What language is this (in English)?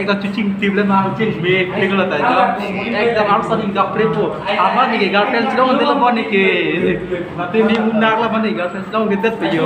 Karbi